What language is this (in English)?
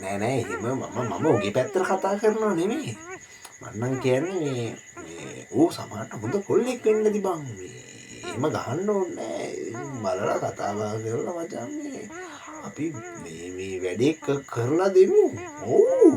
Sinhala